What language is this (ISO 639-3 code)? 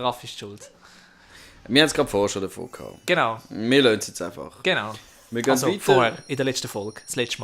gsw